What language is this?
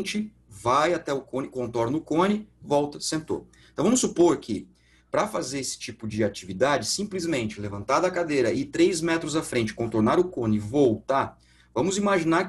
Portuguese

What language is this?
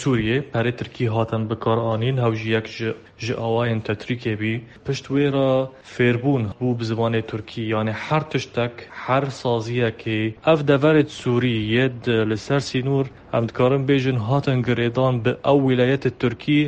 Kurdish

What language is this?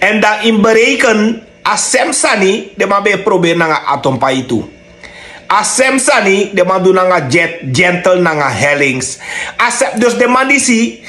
Sranan Tongo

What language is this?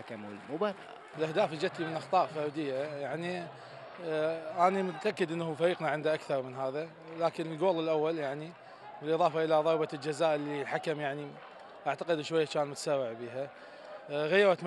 Mesopotamian Arabic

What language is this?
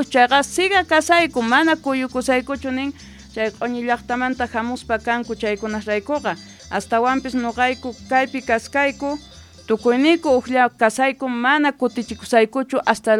South Bolivian Quechua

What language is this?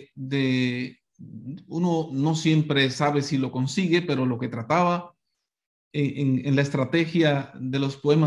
Spanish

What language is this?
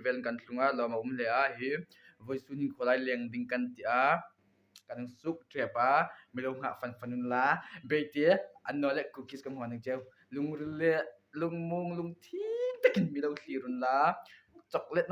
Hmar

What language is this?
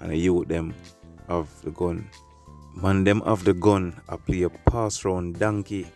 Jamaican Creole English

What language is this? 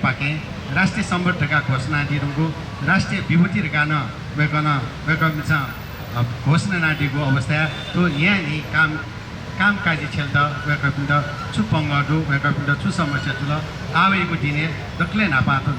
Newari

